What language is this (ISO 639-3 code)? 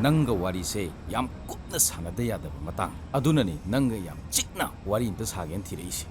mni